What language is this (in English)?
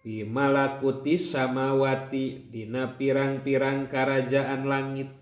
Sundanese